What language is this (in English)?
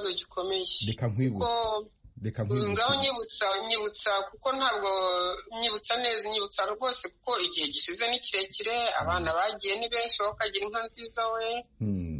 Kinyarwanda